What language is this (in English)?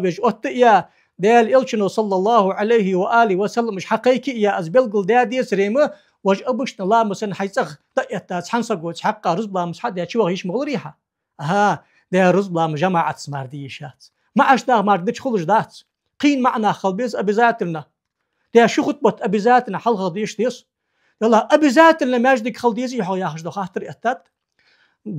Ingush